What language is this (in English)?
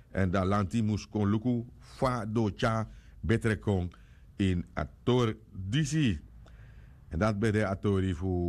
Sranan Tongo